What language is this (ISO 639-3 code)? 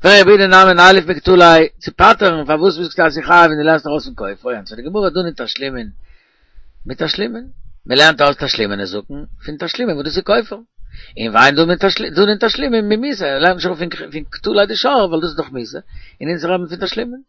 yid